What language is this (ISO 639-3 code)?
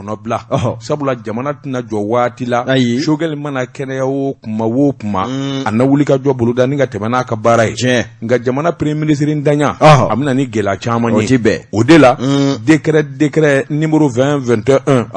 bam